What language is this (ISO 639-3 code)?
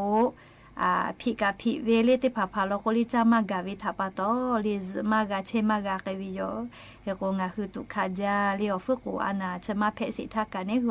lhu